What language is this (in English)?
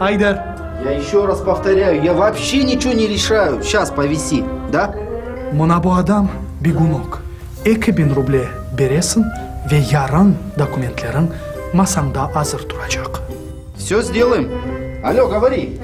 Crimean Tatar